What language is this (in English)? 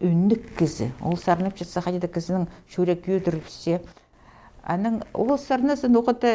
Khakas